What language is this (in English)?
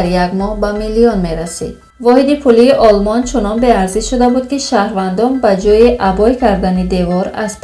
Tajik